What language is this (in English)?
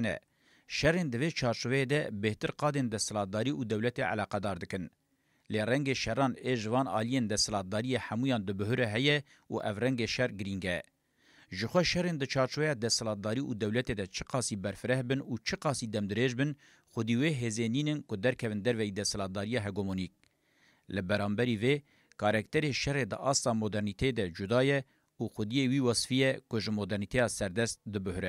Kurdish